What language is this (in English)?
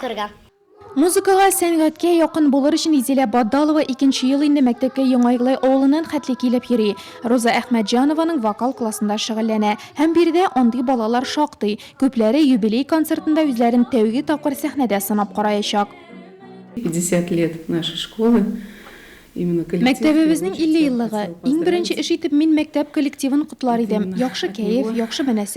Tatar